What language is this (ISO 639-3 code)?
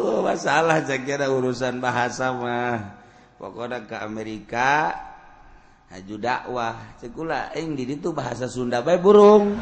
sun